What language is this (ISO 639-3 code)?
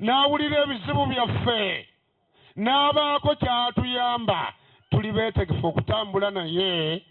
lug